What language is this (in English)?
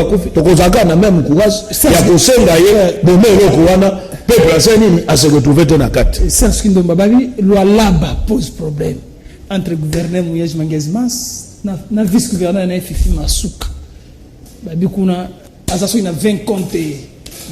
Lingala